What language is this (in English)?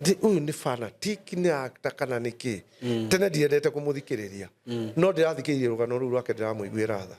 Kikuyu